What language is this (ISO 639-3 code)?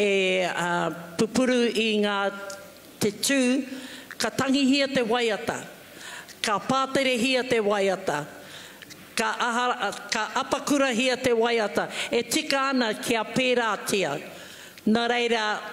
mri